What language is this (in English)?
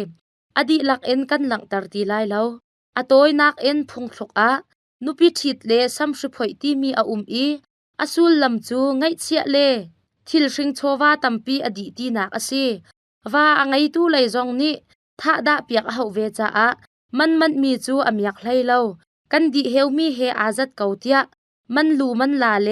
Hakha Chin